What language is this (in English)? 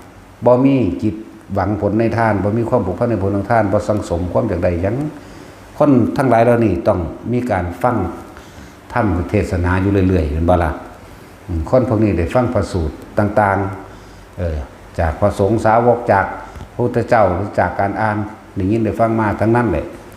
Northeastern Thai